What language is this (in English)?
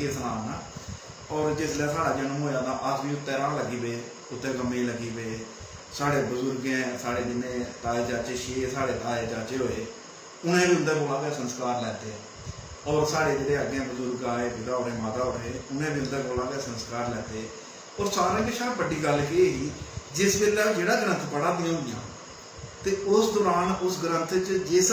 Dogri